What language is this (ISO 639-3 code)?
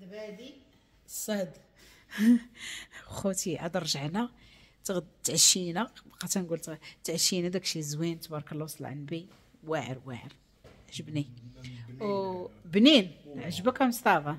ary